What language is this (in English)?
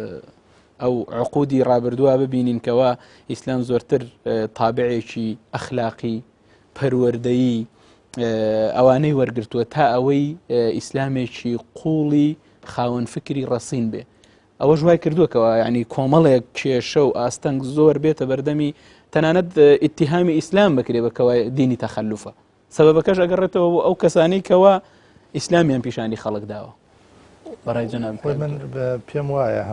Central Kurdish